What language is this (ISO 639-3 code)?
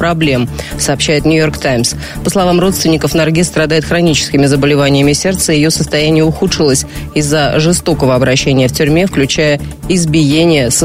rus